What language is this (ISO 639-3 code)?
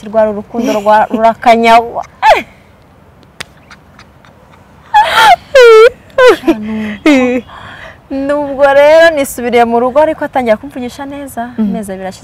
kin